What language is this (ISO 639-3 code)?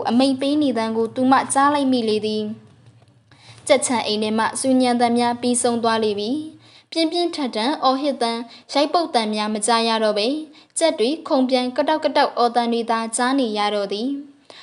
mya